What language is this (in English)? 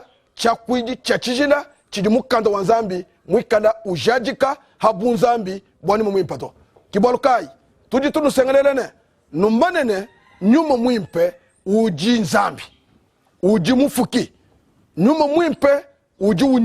Luba-Lulua